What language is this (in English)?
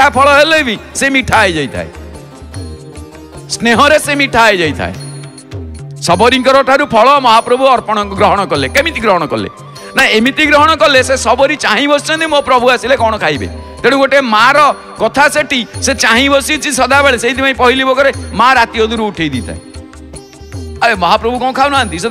Odia